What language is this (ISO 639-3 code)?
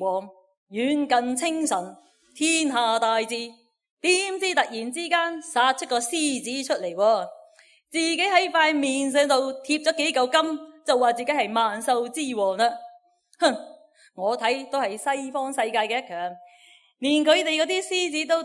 yue